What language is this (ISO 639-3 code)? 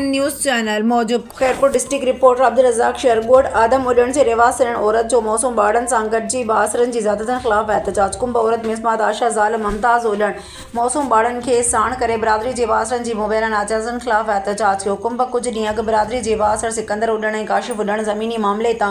snd